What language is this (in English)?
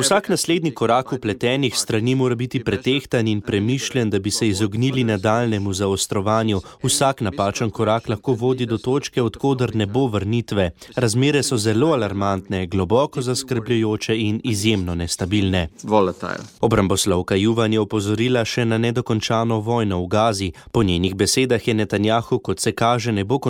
Slovenian